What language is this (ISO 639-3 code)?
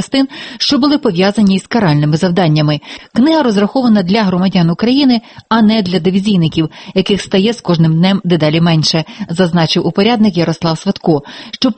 ukr